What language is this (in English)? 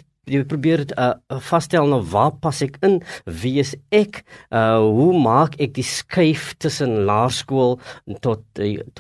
Afrikaans